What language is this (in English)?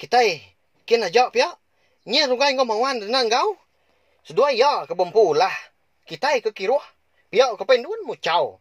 Iban